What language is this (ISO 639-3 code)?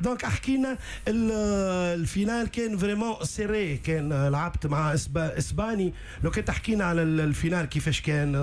aeb